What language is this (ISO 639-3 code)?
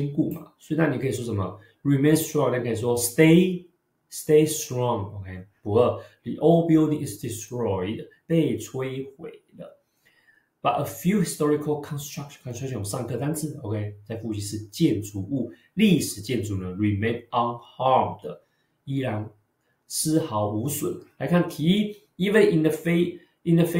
zho